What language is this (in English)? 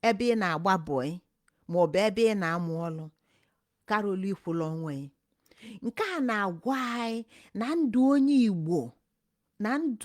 Igbo